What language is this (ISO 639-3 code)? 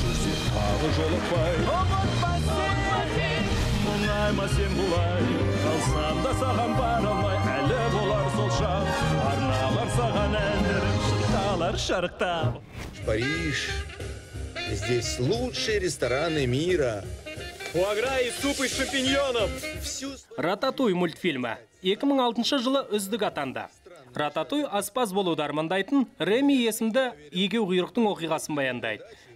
kaz